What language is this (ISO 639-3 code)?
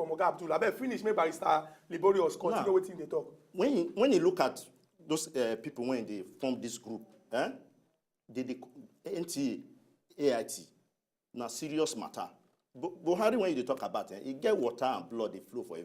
pcm